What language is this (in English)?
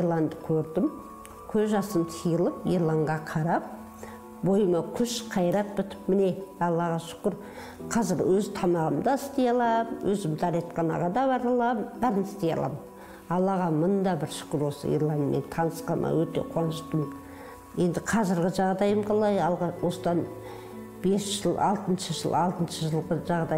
Kazakh